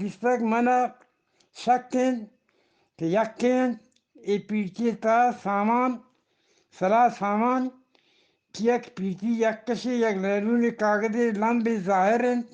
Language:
Eastern Balochi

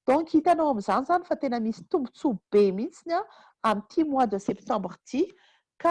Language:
Malagasy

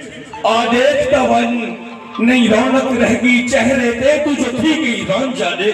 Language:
Saraiki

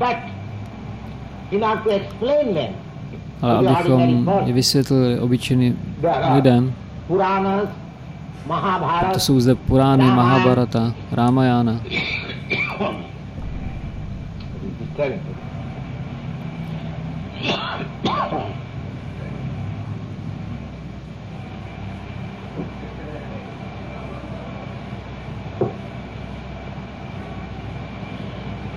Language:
Czech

